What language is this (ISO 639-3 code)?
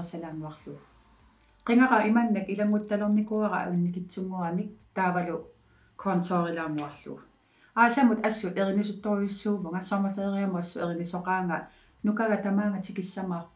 kal